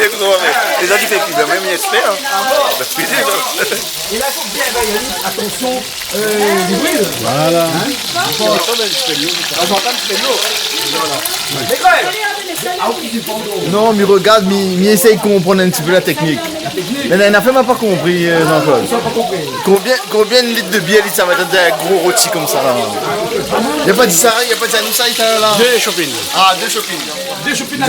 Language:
Réunion Creole French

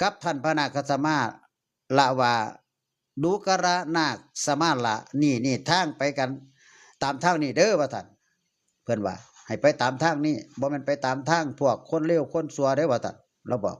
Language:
Northeastern Thai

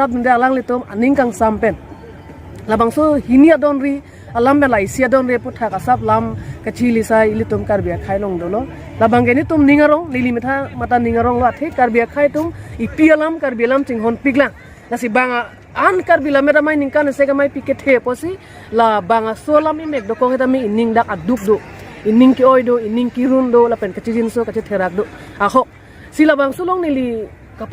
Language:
Karbi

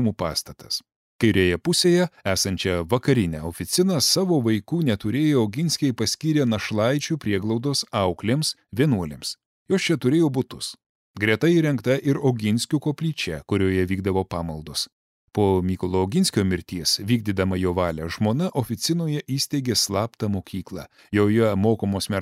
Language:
Lithuanian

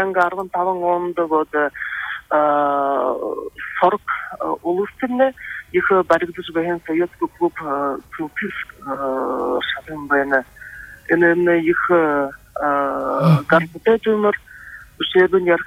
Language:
Buriat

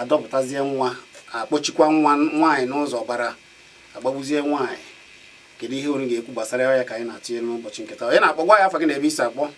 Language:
Igbo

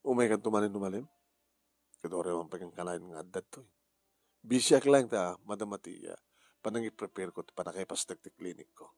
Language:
Iloko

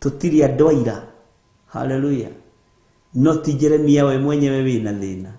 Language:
Kikuyu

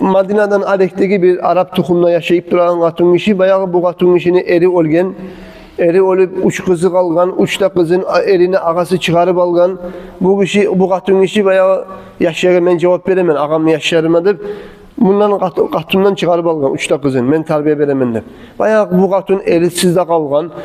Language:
Kumyk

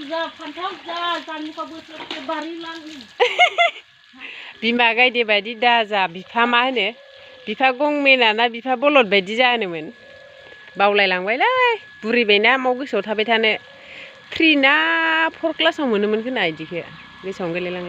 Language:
Bodo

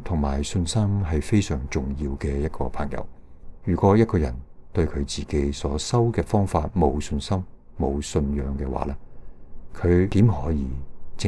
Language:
Cantonese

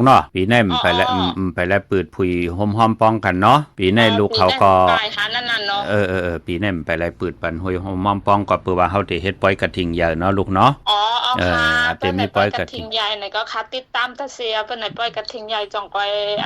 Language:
Shan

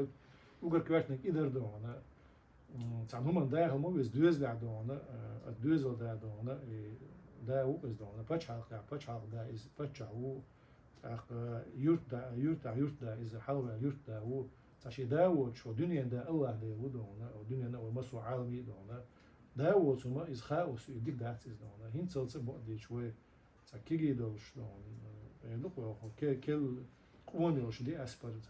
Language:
Chechen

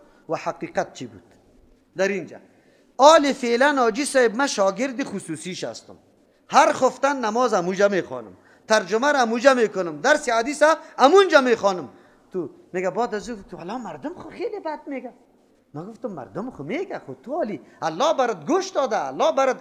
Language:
Persian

